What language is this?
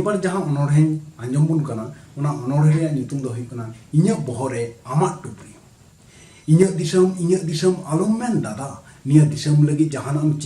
Santali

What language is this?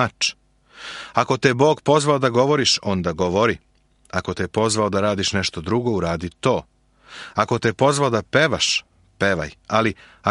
Serbian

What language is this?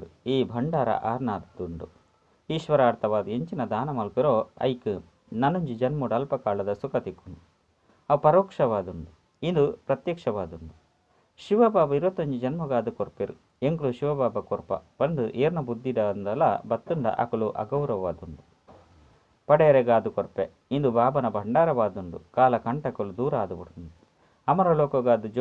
Tulu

